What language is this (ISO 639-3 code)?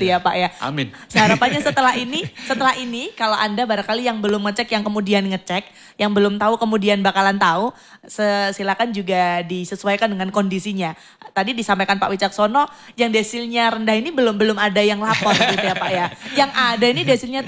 ind